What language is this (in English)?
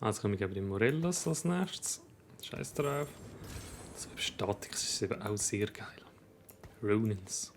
Swiss German